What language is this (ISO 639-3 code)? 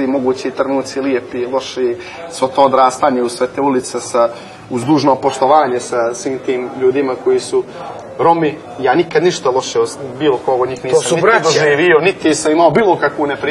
srp